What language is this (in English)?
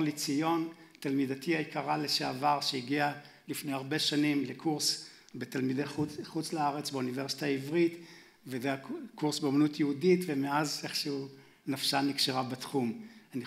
Hebrew